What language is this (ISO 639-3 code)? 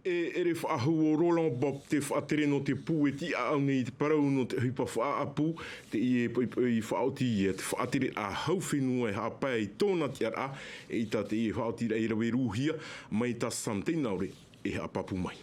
tah